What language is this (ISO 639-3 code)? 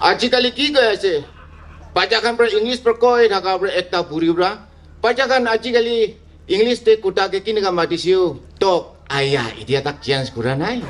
nag